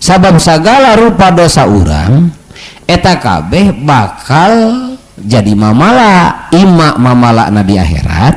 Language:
Sundanese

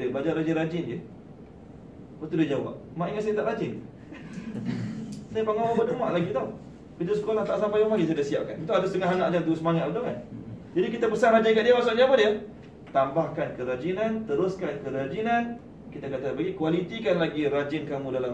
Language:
Malay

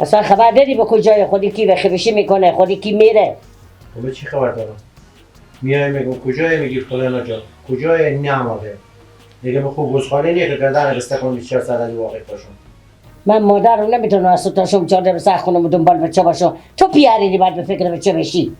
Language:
Persian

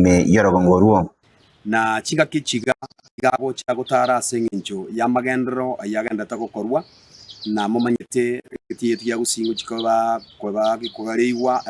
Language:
Gusii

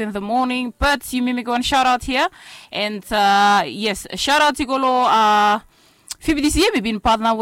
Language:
Bislama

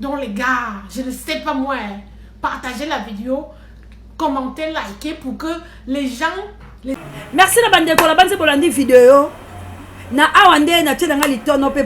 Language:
Lingala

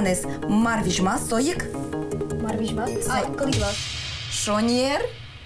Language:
Udmurt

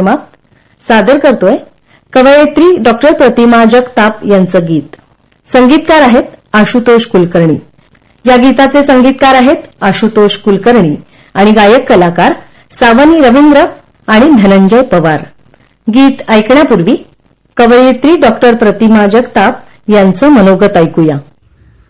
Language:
Marathi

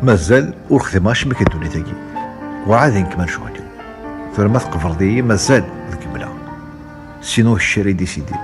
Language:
Kabyle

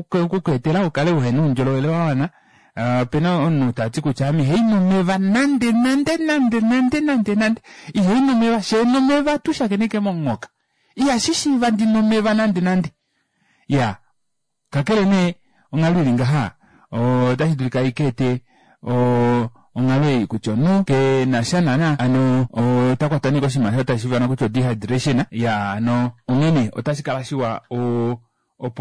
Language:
Kuanyama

